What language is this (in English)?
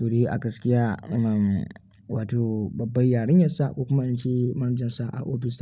Hausa